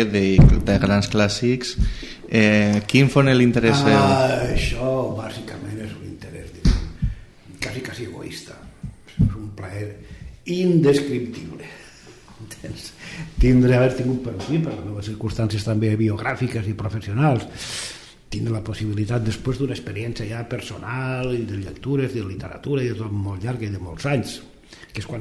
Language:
Catalan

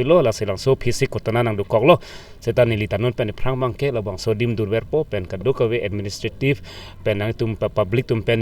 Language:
Karbi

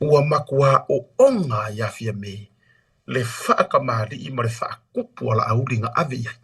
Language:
Samoan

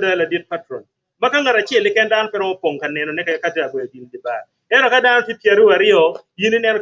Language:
Acoli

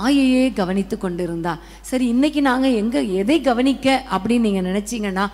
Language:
Tamil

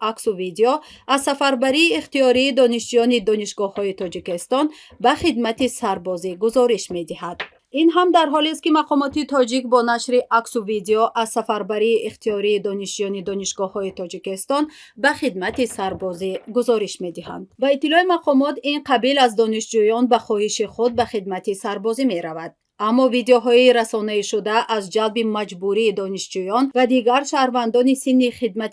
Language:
Tajik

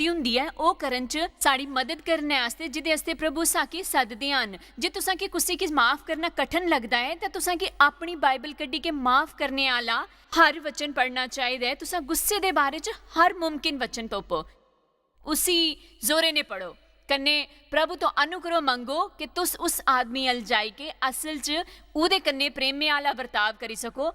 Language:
Dogri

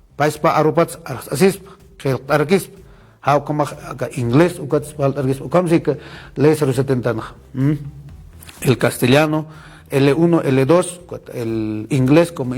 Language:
Aymara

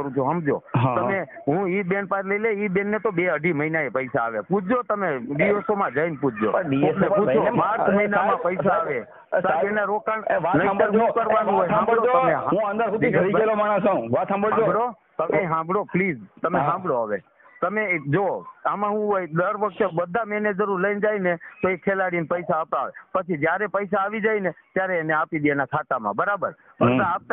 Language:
Gujarati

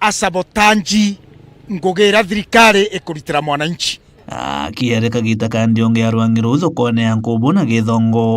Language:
Meru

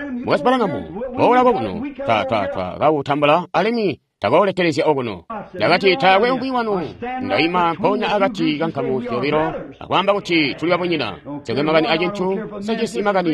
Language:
Tonga (Zambia)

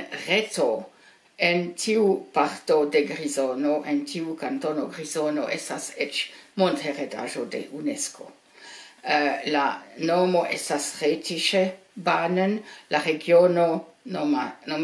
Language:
Esperanto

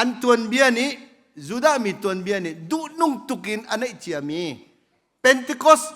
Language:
Hakha Chin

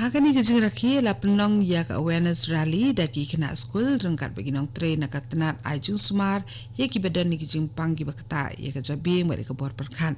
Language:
Khasi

